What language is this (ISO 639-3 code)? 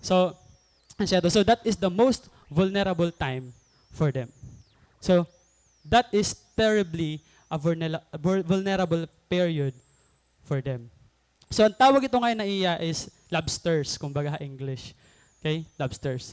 war